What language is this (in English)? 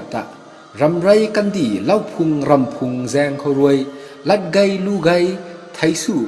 Rongmei Naga